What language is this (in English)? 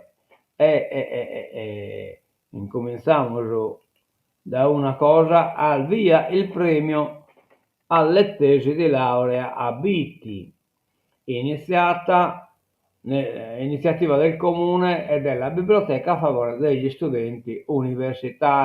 Sardinian